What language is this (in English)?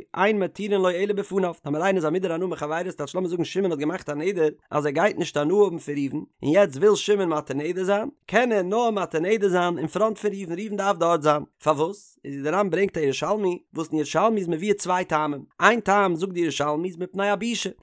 Yiddish